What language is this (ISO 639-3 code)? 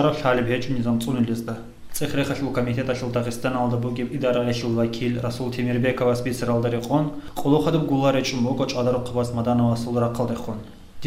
ava